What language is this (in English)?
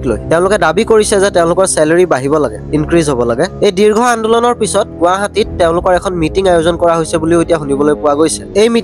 Assamese